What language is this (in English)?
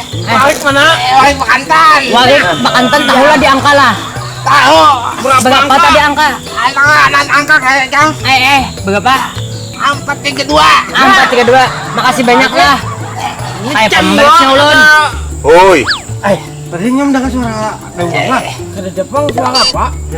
Banjar